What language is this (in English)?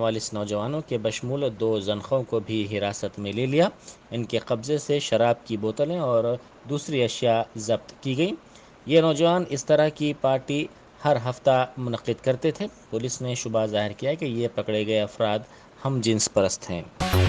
Urdu